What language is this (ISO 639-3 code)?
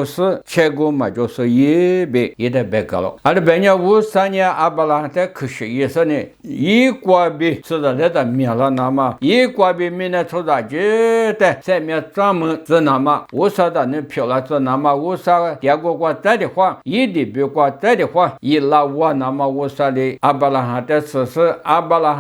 lis